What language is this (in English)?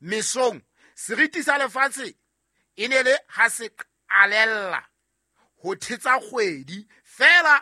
Southern Sotho